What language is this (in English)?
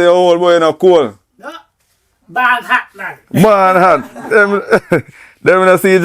Jamaican Creole English